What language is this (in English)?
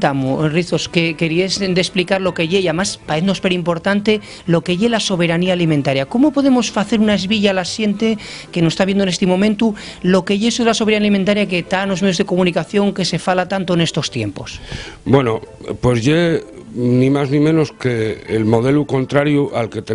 Asturian